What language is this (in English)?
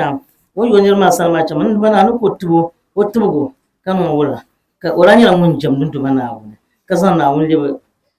Dagbani